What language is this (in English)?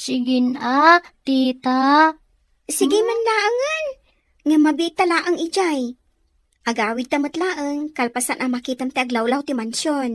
Iloko